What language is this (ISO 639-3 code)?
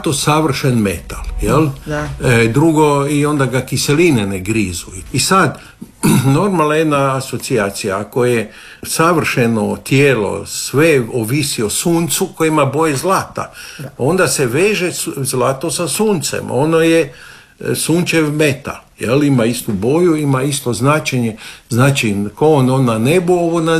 hrv